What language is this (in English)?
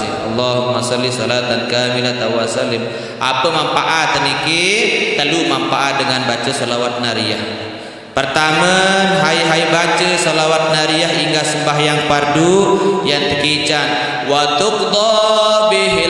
Sasak